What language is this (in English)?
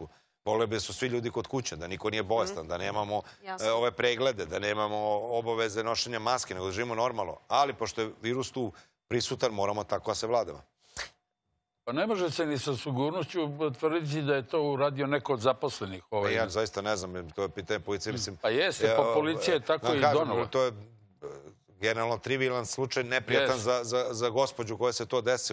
Serbian